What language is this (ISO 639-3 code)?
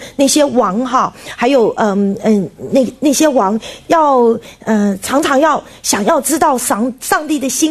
zho